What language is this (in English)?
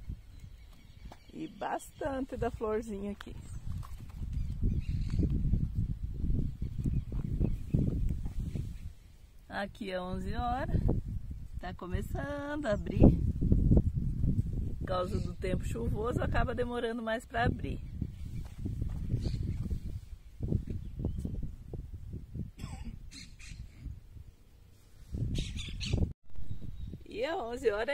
Portuguese